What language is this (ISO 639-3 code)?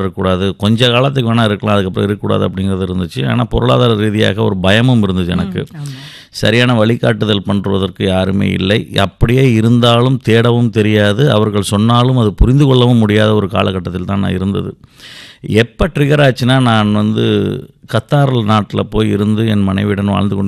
tam